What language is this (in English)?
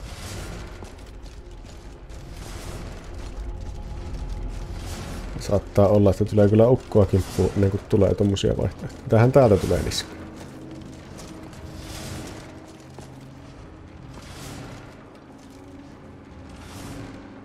Finnish